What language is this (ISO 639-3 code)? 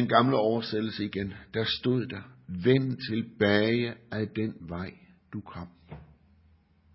dan